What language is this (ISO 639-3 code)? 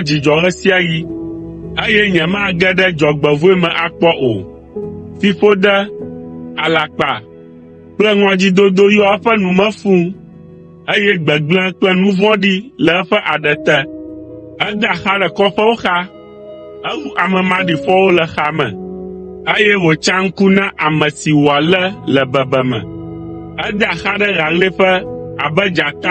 ewe